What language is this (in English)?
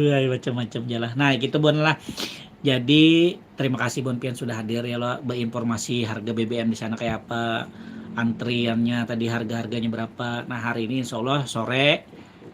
Banjar